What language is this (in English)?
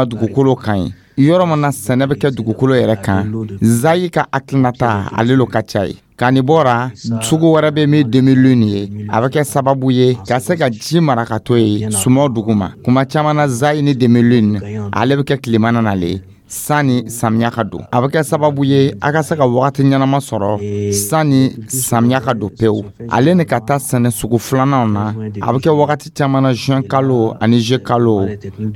Dyula